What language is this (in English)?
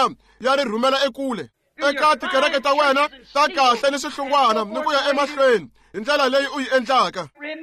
Tsonga